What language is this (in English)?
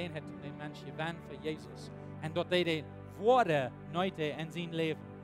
Plautdietsch